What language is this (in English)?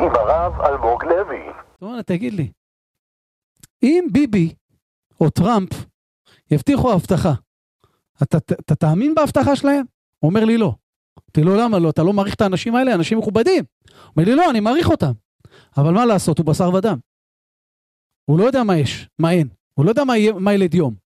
Hebrew